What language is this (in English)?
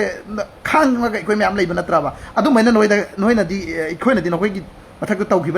Manipuri